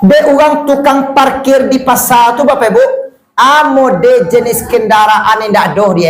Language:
Minangkabau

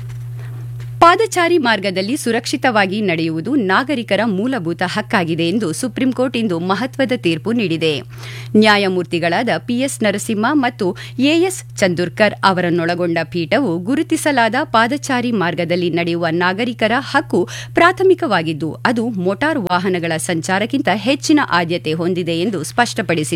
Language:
Kannada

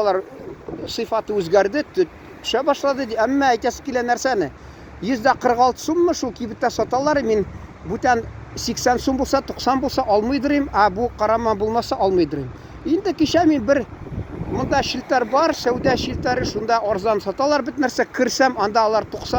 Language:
Tatar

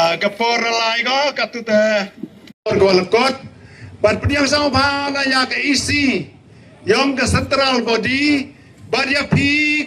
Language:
Khasi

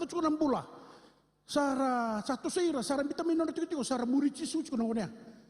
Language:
Fijian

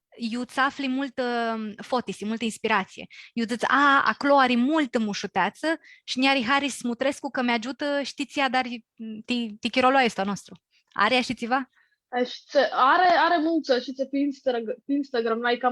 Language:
Aromanian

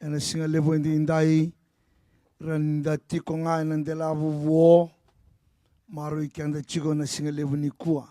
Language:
Fijian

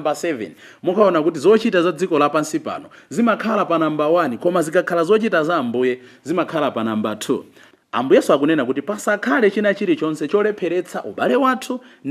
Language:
Nyanja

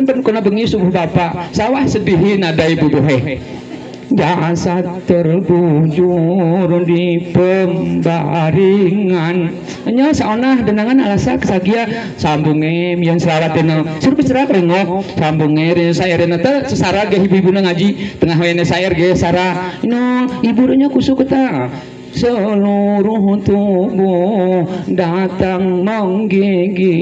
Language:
Gayo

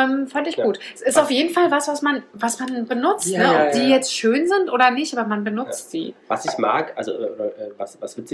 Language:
German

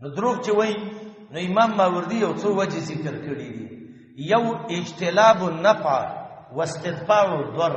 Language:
Pashto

